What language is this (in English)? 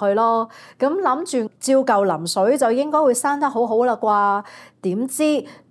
Cantonese